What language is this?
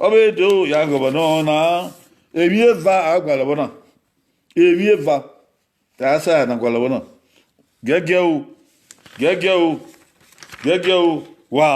Bini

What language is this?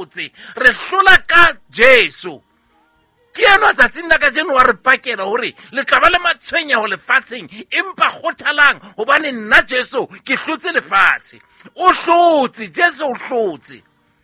Southern Sotho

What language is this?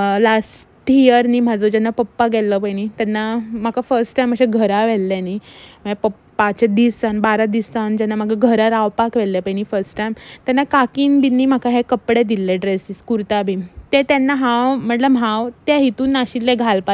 Konkani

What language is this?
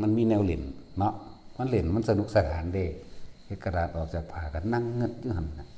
Northeastern Thai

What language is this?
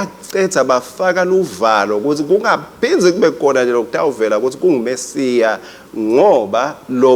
Swati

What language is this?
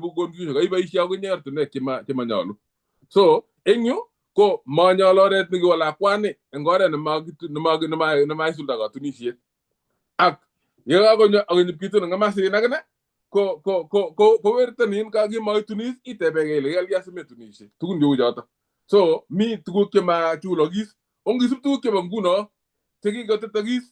Kalenjin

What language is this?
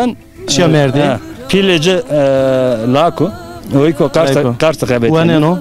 Zaza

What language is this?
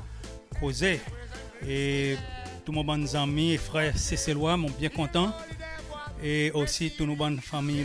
Seselwa Creole French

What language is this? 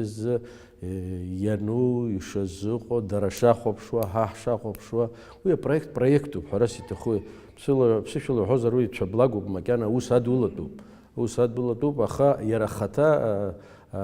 Abkhazian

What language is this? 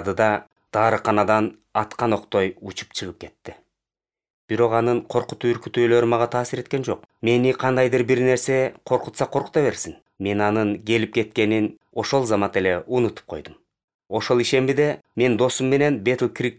Kyrgyz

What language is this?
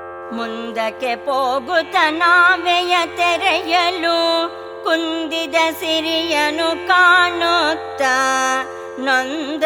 Kannada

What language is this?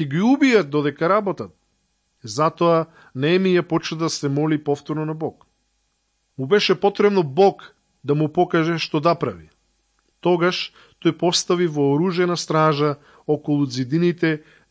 Macedonian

